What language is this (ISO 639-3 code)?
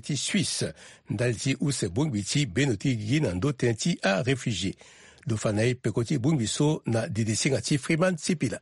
sag